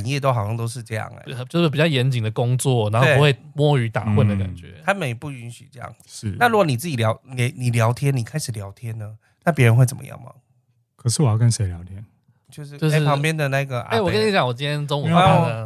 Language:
Chinese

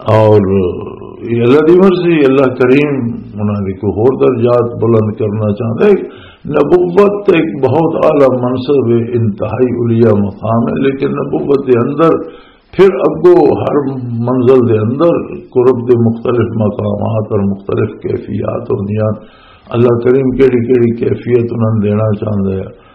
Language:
Western Panjabi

